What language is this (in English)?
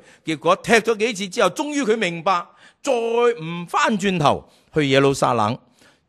Cantonese